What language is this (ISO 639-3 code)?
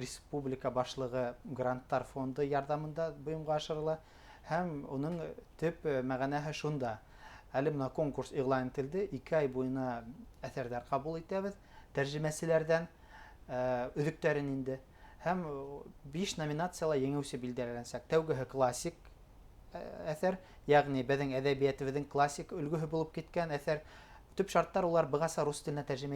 bak